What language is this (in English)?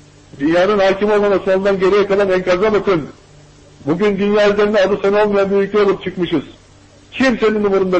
Turkish